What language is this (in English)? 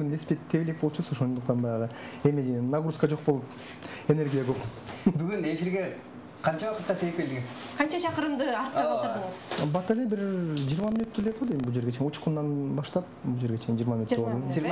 Kyrgyz